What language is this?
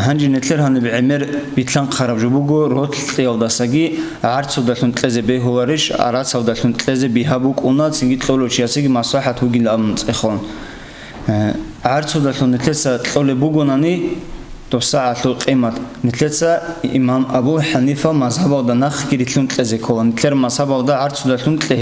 Avaric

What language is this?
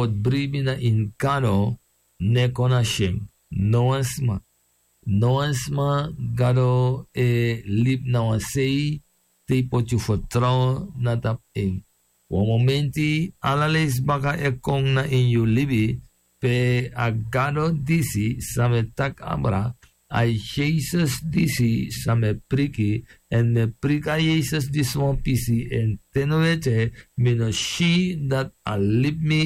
Sranan Tongo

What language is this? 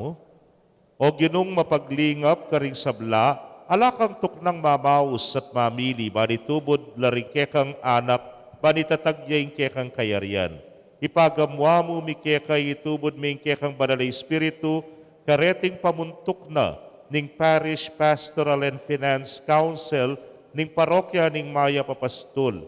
Pampanga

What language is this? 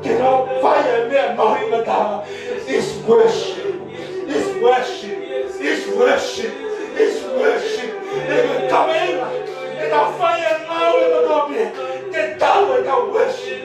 Tongan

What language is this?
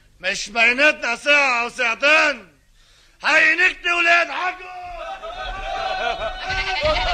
North Levantine Arabic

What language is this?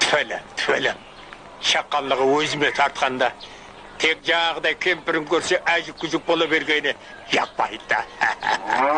Kara-Kalpak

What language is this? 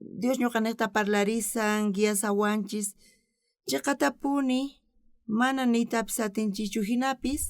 South Bolivian Quechua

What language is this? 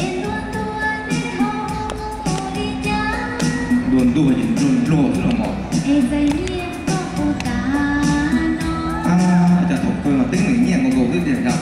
Hmong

